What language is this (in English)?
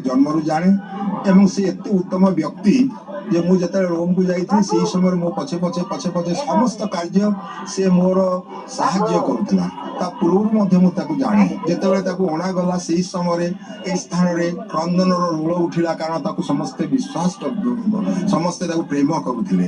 Odia